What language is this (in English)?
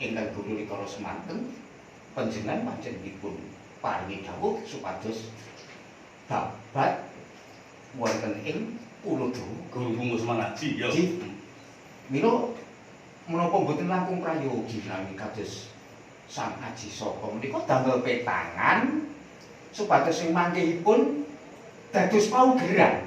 Javanese